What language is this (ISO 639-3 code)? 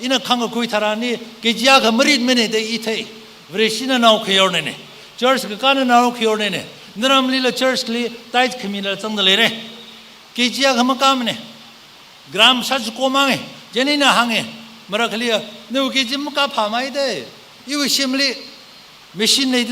nmf